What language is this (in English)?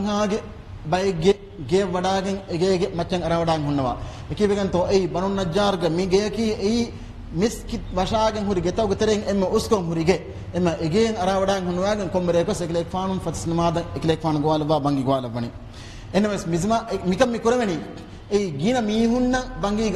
Divehi